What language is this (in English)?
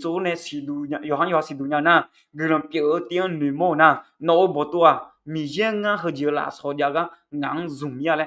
Akha